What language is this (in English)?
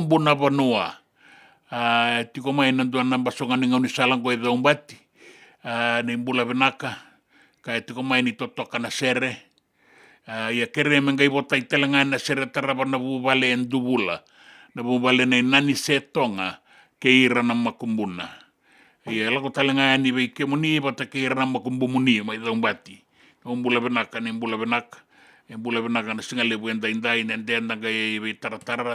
Fijian